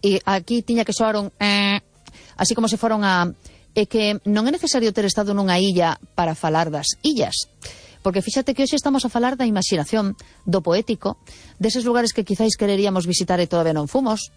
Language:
Galician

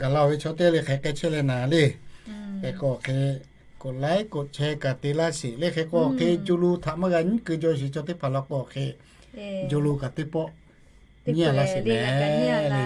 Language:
Lahu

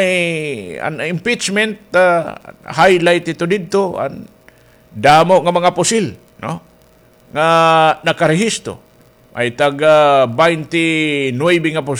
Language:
Waray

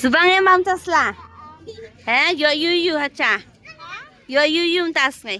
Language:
Khasi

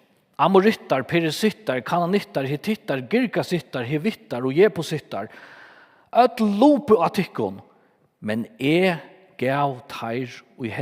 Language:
Faroese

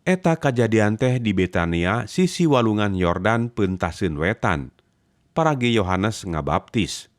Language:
Sundanese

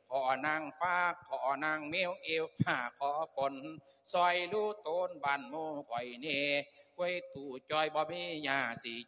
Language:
Lao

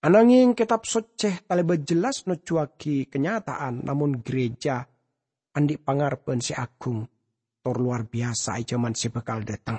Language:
Madurese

